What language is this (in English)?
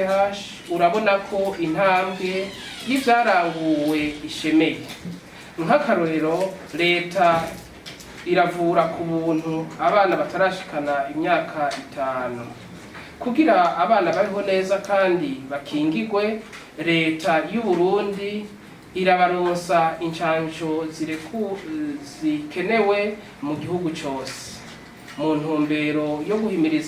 Rundi